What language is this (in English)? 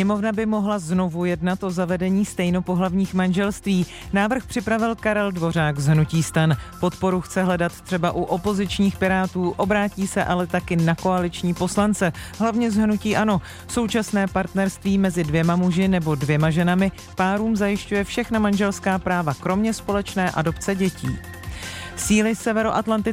Czech